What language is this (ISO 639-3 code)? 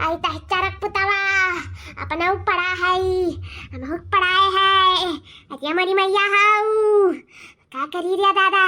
awa